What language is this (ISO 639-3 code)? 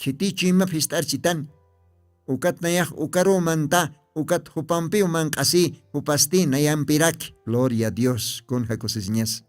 aym